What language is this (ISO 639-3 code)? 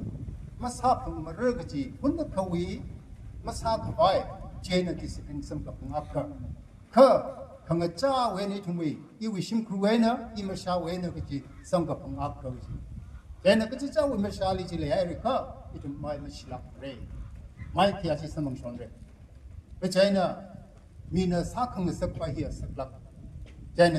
nmf